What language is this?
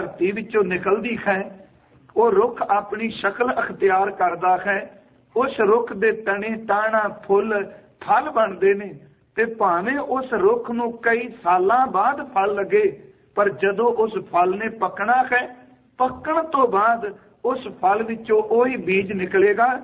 Punjabi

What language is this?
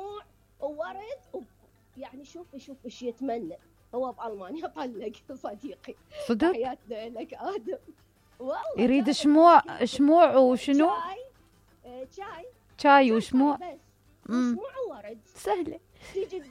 Mesopotamian Arabic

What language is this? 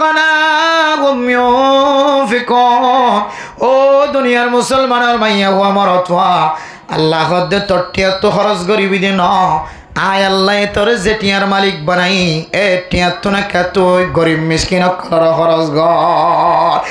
Rohingya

